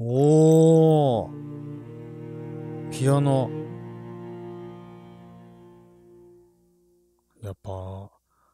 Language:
Japanese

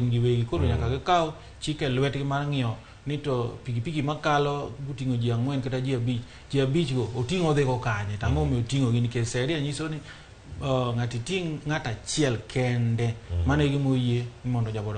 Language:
Luo (Kenya and Tanzania)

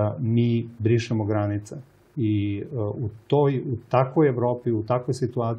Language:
Serbian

